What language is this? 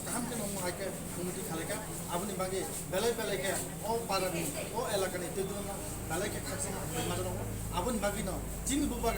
Kok Borok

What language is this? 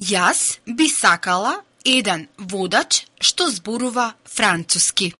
Macedonian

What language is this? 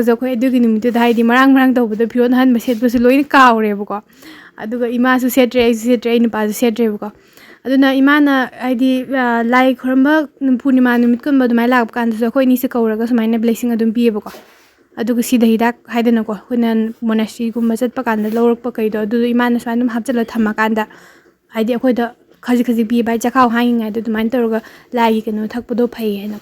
Manipuri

